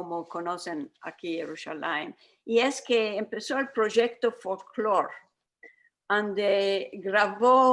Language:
Ladino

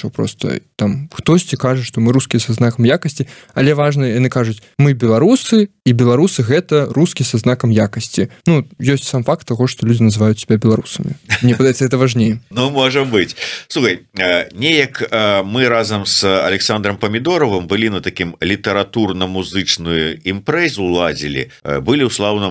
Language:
Belarusian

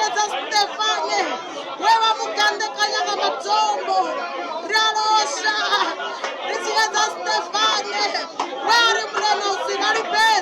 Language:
Venda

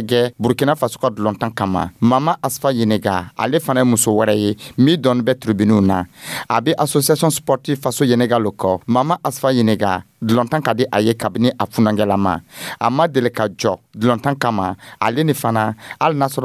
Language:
Dyula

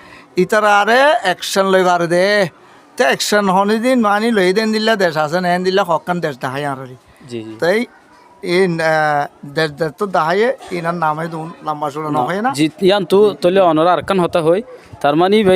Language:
Rohingya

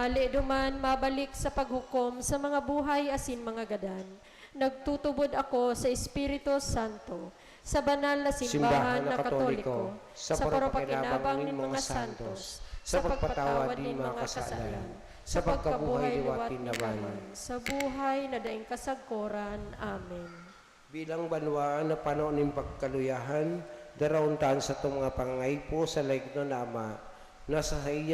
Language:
Bikol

